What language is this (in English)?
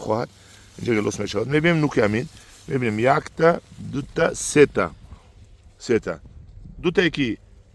Tajik